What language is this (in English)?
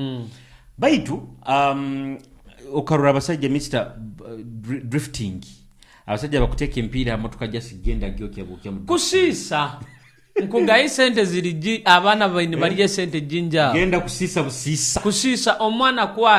Nyoro